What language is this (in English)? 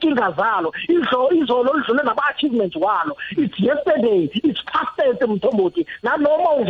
South Ndebele